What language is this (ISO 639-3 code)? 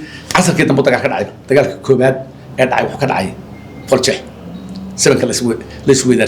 som